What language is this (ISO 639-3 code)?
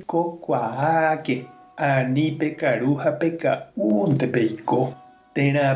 grn